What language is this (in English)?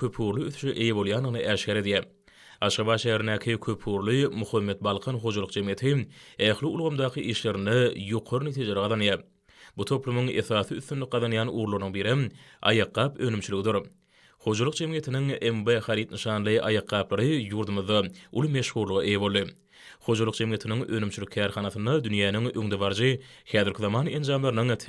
Turkmen